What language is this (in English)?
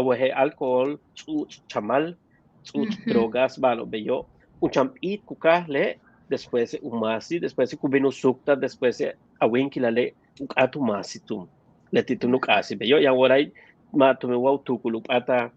Yucateco